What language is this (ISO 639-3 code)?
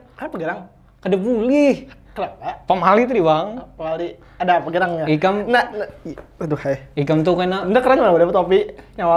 bjn